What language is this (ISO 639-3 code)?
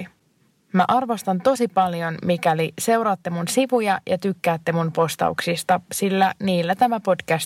fin